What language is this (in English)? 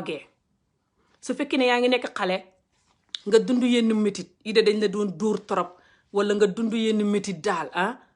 Wolof